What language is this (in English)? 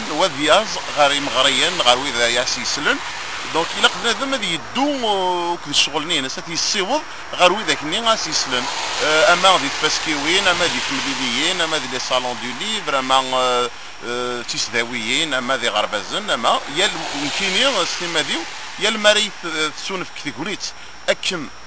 Kabyle